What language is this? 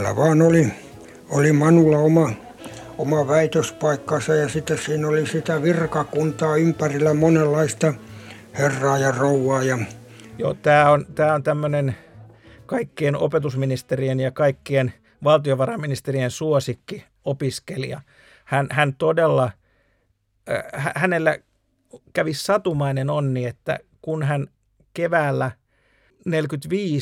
Finnish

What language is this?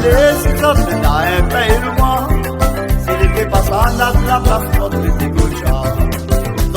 Réunion Creole French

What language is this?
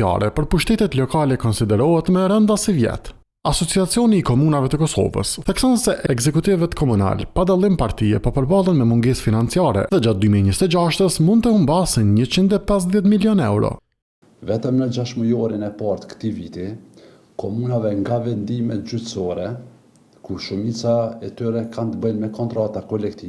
Albanian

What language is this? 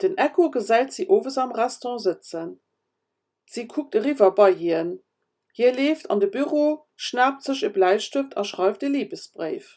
Luxembourgish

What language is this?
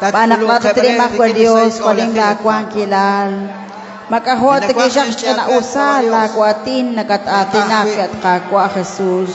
Kekchí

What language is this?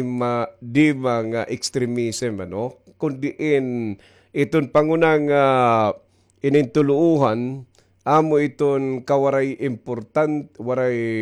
Waray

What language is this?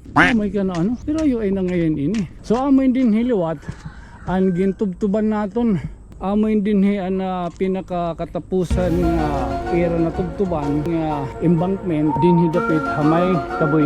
Waray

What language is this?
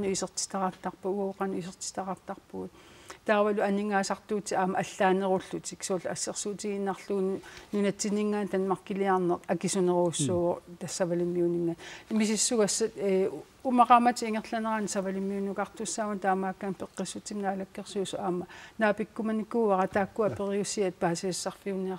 Kalaallisut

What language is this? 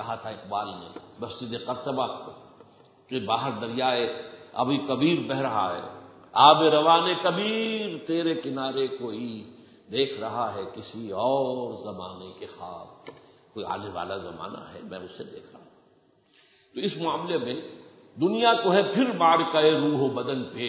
Urdu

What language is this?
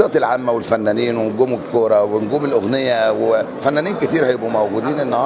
Egyptian Arabic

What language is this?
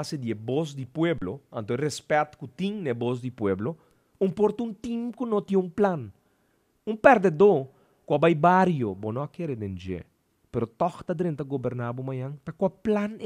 Papiamento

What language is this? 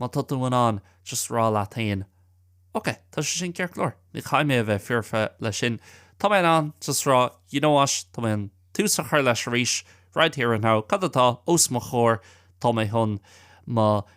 Irish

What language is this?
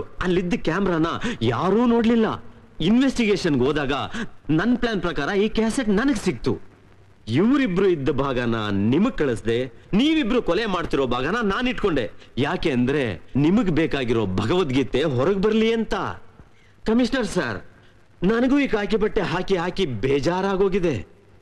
Kannada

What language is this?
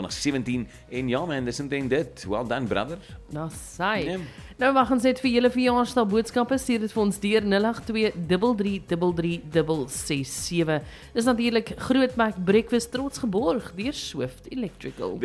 Afrikaans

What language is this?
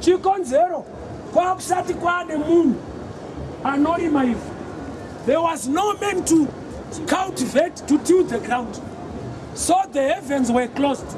Shona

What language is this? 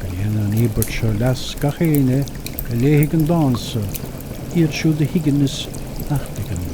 Irish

